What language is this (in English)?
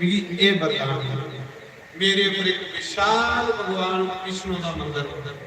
Dogri